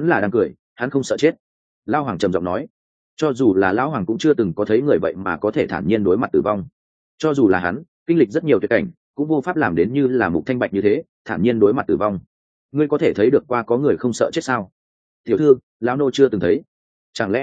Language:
Vietnamese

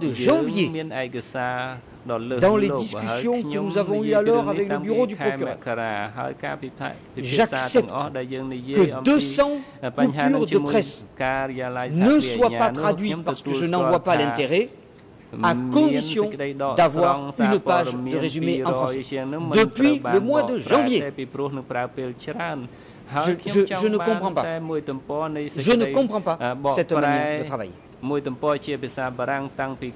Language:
French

